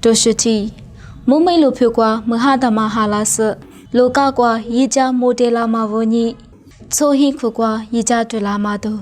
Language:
Lisu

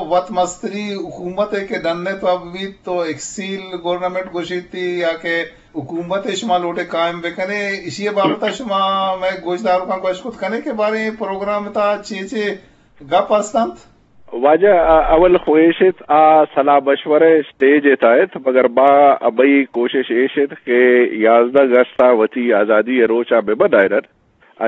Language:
Eastern Balochi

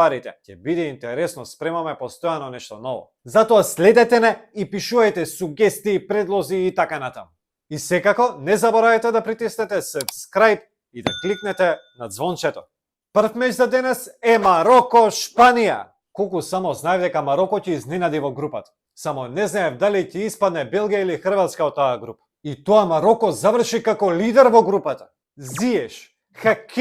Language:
Macedonian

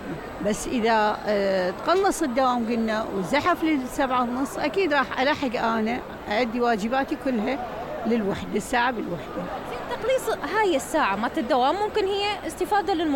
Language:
Mesopotamian Arabic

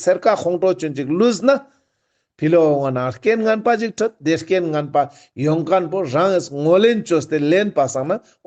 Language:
Ladakhi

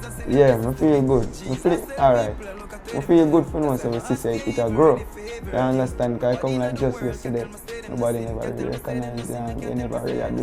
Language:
Jamaican Creole English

